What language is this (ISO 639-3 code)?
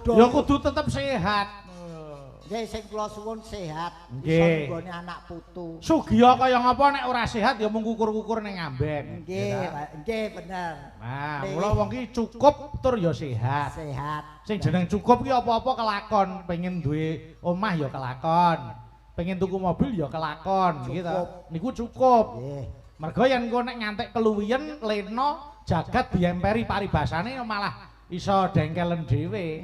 jav